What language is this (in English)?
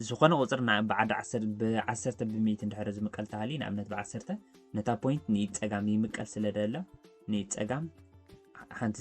Tigrinya